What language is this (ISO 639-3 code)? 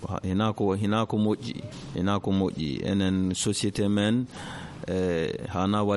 ful